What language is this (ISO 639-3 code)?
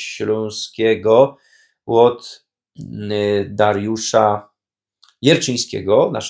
szl